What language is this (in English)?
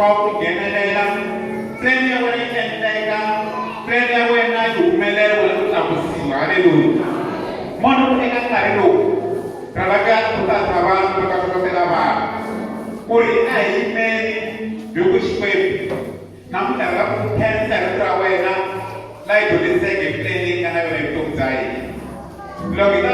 Tsonga